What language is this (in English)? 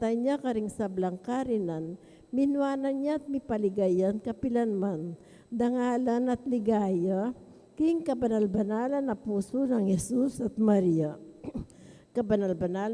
Pampanga